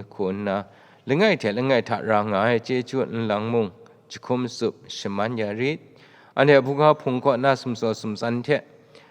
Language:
Kachin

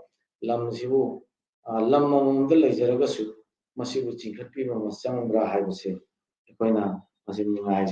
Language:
Manipuri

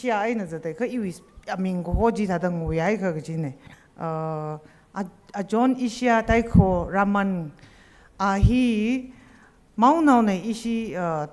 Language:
Tangkhul Naga (India)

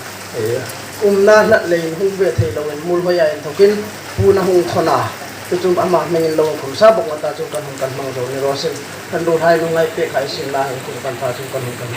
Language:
Hmar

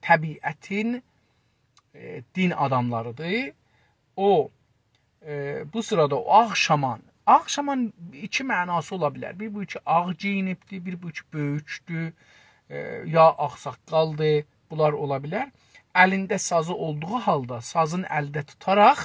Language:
South Azerbaijani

